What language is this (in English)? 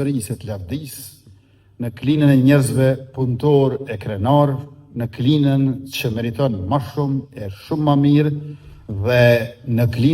Albanian